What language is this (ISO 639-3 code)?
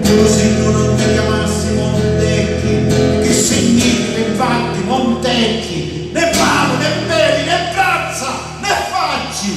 scn